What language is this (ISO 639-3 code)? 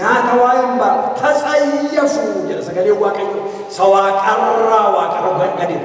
orm